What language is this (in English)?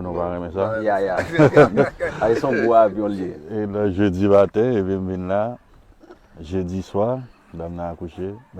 Haitian Creole